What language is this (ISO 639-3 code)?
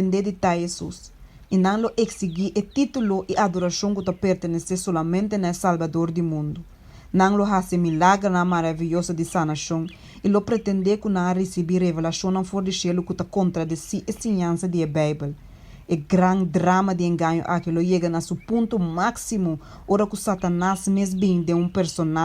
pap